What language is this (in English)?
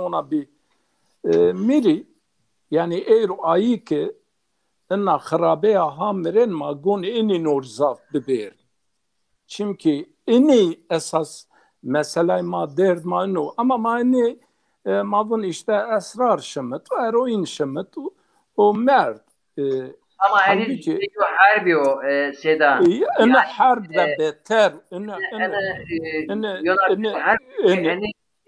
Zaza